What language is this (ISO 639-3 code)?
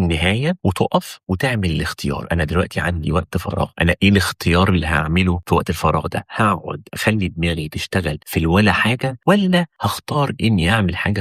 arz